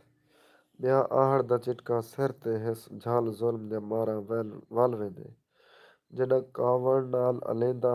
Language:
Saraiki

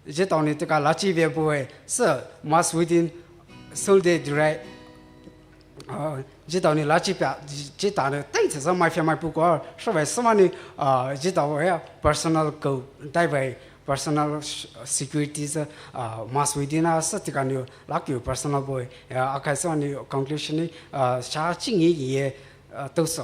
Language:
Poumei Naga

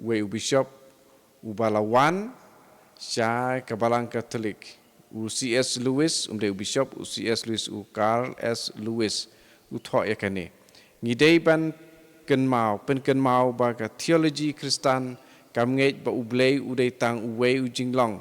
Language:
Khasi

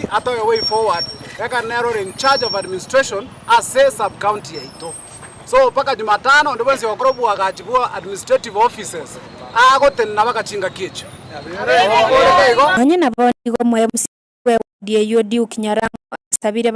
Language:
Gusii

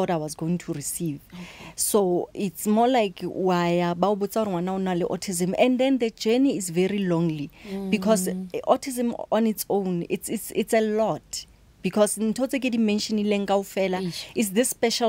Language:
Northern Sotho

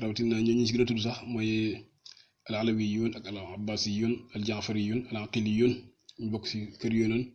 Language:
Wolof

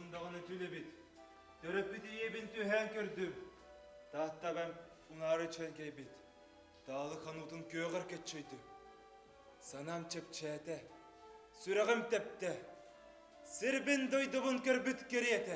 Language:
Yakut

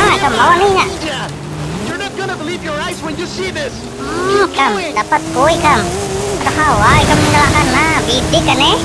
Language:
Banjar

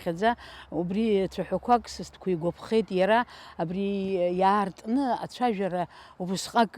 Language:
Abkhazian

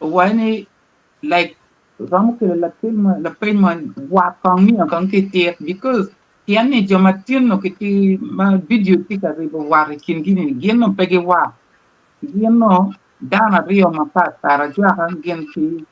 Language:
Acoli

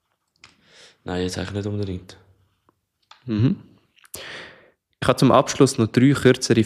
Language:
German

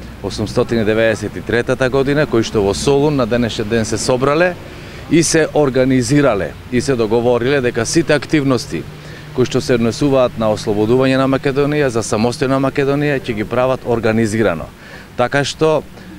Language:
Macedonian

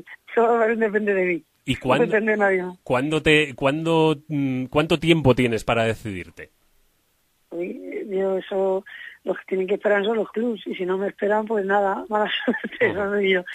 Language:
Spanish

